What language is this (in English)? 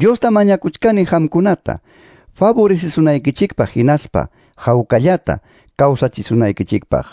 Quechua